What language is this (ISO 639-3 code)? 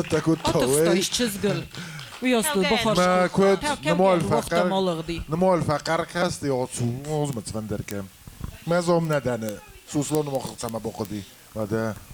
oss